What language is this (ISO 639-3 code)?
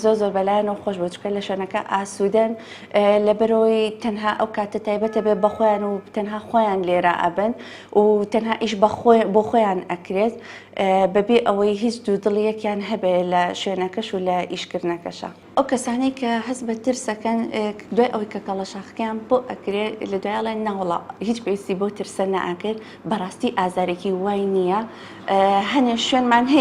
ckb